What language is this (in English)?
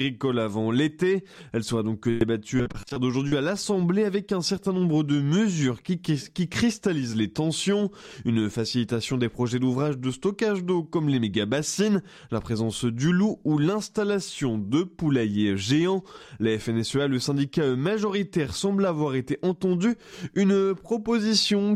French